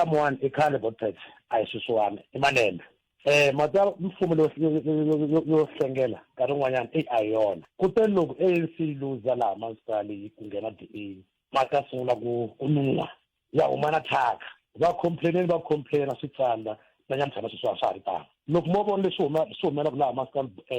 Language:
Tsonga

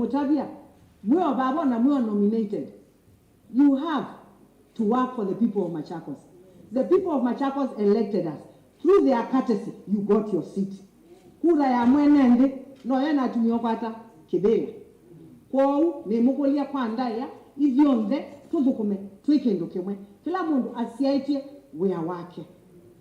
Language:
Kamba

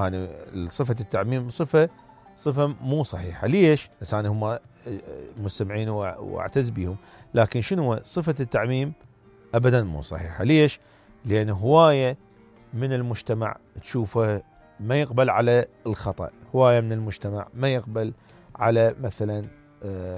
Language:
Mesopotamian Arabic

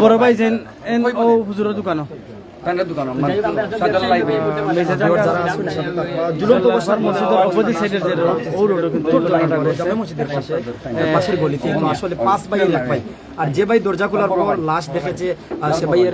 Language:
Sylheti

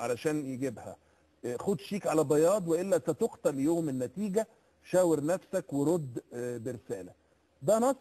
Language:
Egyptian Arabic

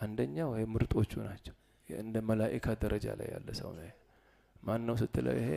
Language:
Amharic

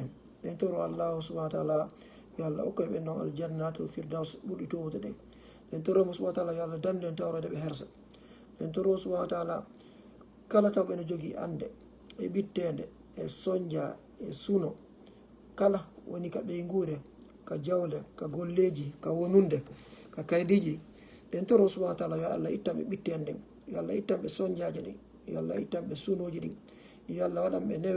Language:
Fula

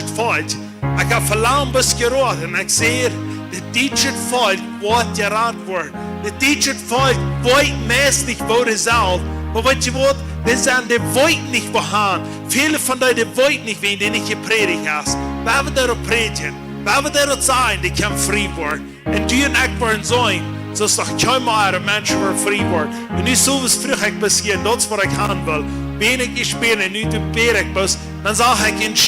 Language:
Plautdietsch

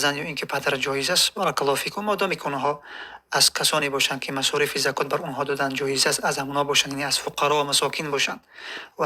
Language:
Tajik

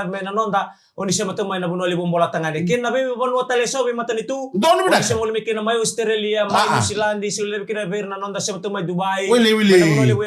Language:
Fijian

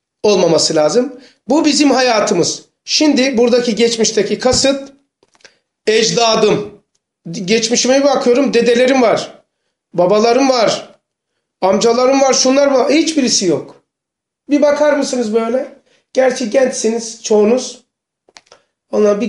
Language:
Turkish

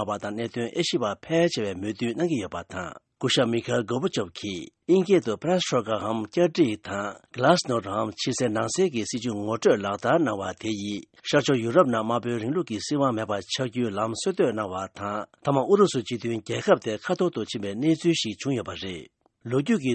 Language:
Tibetan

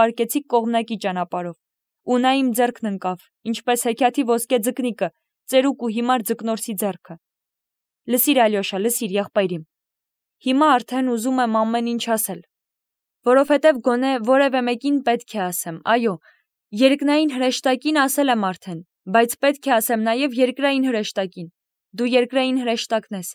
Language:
Armenian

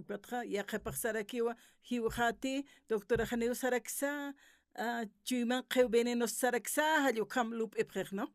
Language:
Aymara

